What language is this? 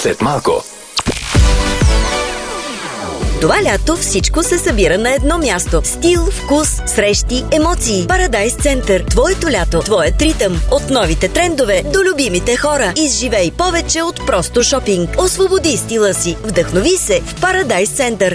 Bulgarian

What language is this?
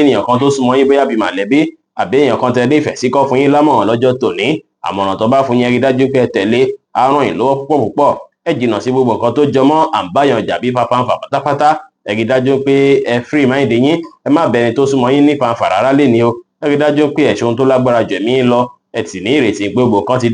Yoruba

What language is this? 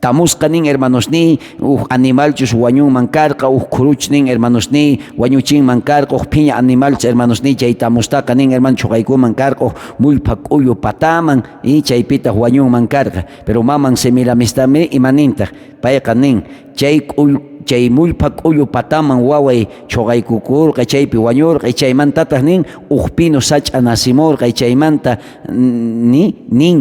South Bolivian Quechua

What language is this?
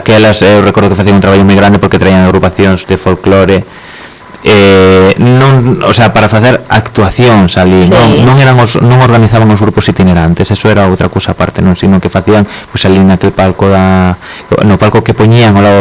Galician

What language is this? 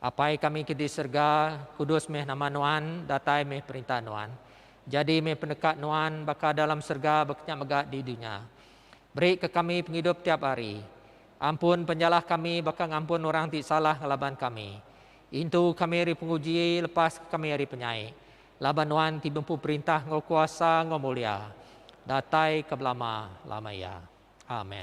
Iban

